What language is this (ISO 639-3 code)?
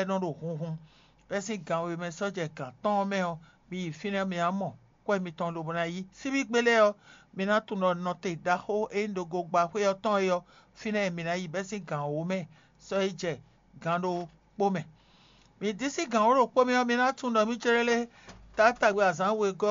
fon